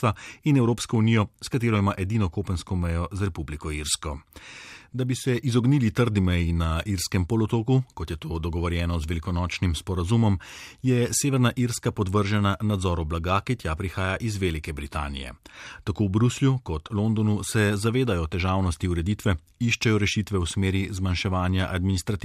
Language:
Slovenian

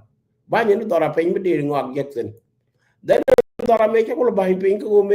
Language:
Nuer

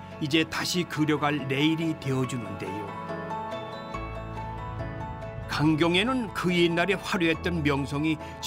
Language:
Korean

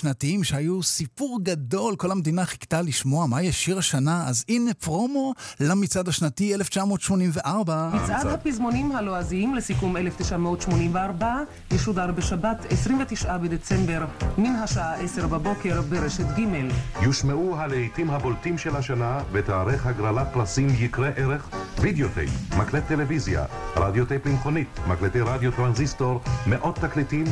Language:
Hebrew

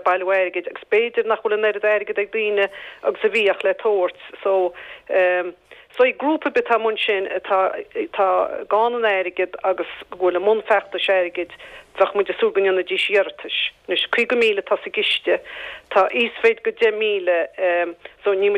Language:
Irish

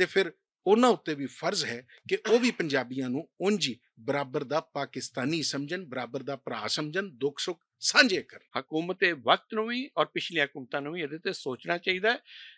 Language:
Western Panjabi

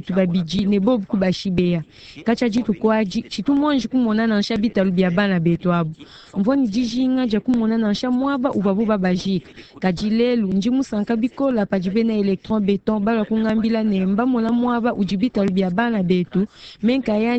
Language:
Luba-Lulua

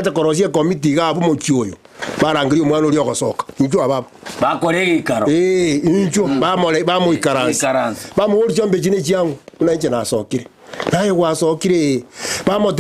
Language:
Gusii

